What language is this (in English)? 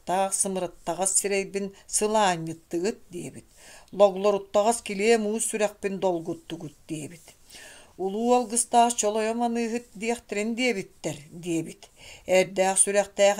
Yakut